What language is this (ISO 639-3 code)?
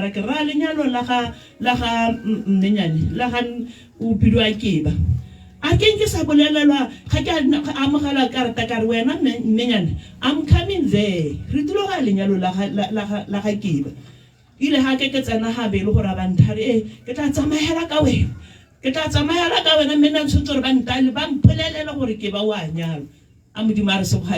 tsn